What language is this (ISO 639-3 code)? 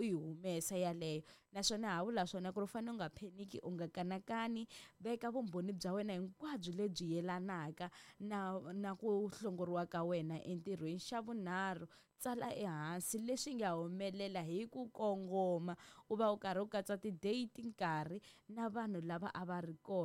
tso